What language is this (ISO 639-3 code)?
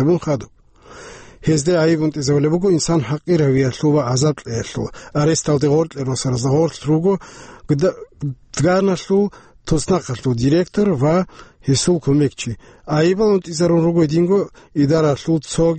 ava